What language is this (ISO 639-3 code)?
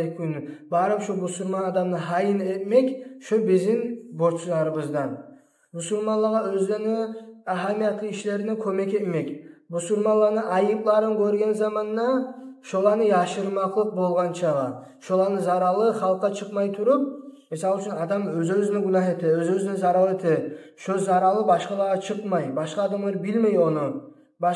kum